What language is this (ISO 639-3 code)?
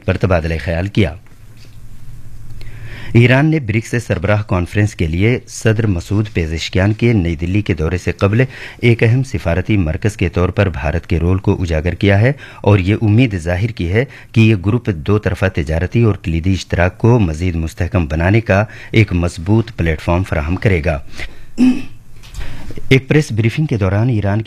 urd